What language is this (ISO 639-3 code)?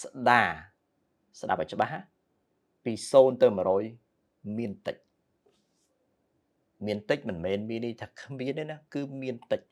khm